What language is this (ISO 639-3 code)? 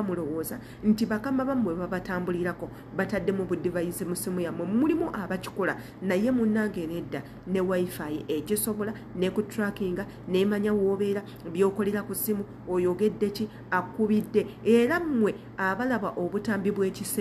lug